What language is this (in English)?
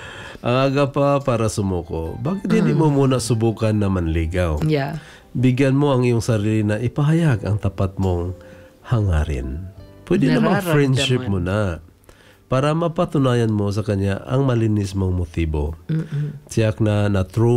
Filipino